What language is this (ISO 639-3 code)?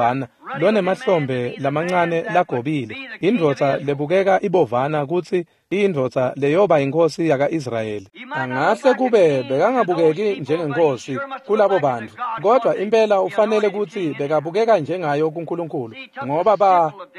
ssw